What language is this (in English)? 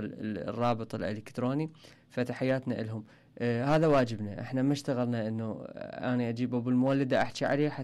Mesopotamian Arabic